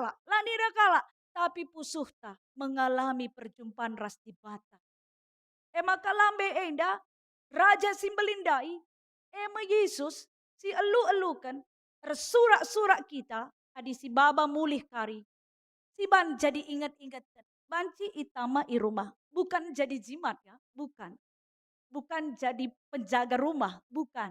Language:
Batak Karo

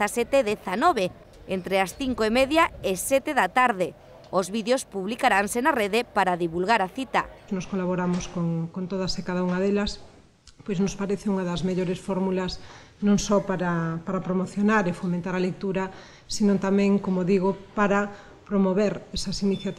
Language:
Galician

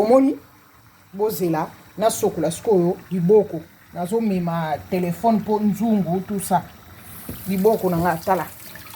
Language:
Lingala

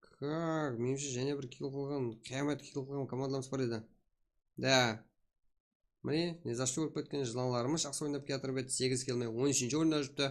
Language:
Kara-Kalpak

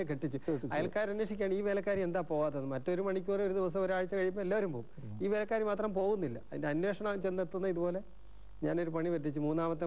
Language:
Malayalam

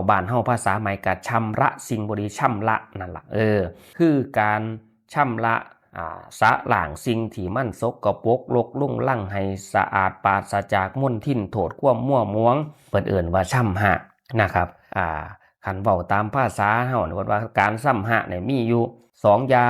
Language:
Northeastern Thai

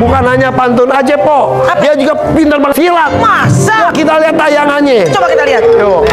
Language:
Betawi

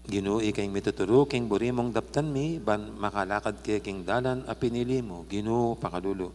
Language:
Pampanga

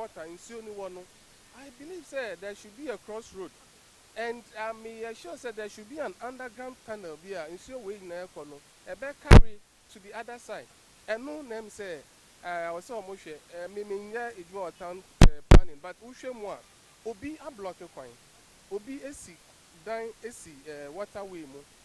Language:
Akan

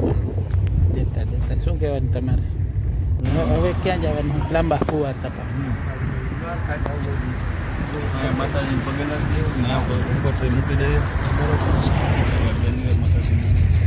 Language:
Gujarati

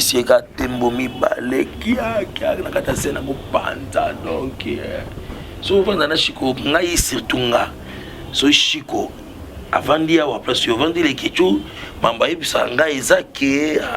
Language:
Lingala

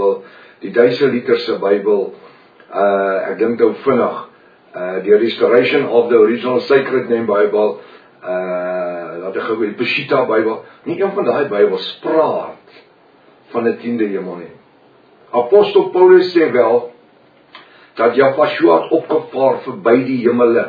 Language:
Afrikaans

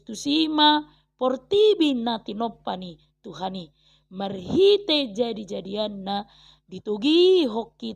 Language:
Batak Toba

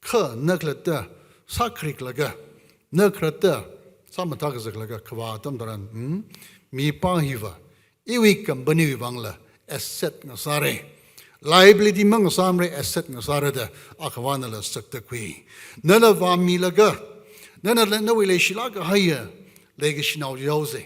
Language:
Tangkhul Naga (India)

